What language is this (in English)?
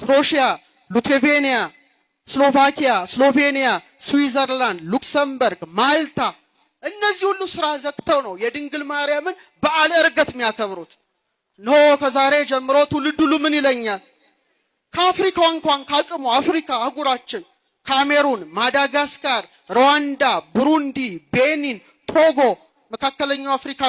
Amharic